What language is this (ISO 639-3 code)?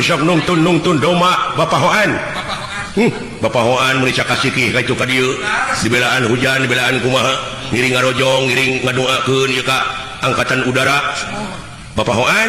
sun